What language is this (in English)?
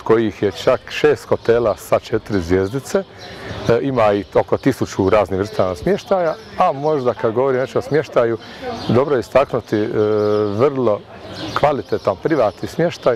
Croatian